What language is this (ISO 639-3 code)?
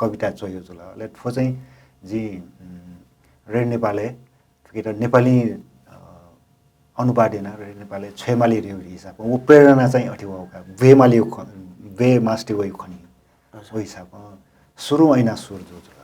new